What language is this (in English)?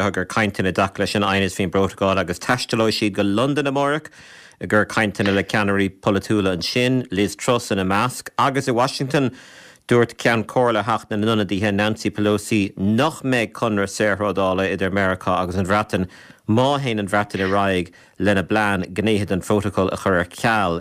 Irish